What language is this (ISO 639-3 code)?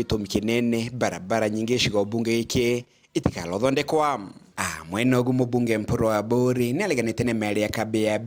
mer